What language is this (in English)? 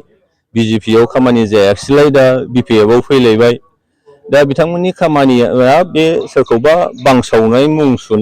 Bodo